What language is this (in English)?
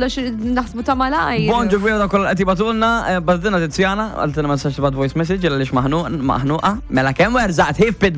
Maltese